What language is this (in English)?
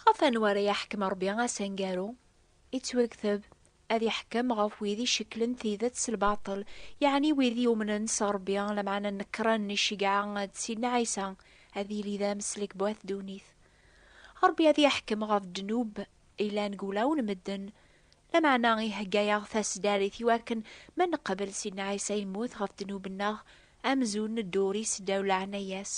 Kabyle